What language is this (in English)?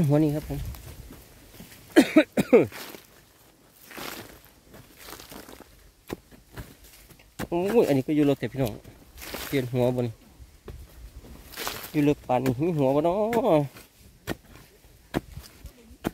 Thai